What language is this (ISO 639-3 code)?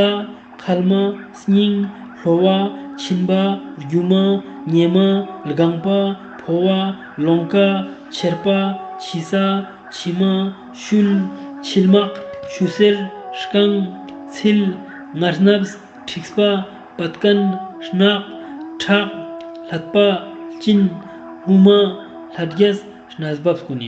lbj